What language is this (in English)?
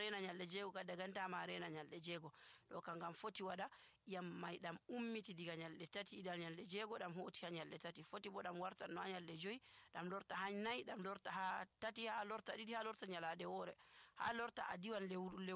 Nigerian Fulfulde